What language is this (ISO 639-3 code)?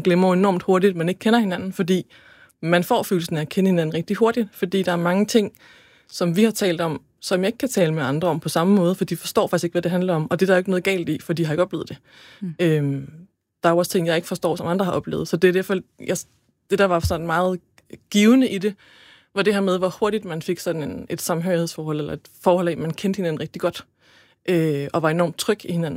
dan